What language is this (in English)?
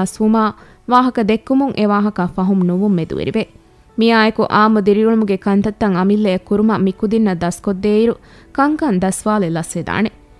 Divehi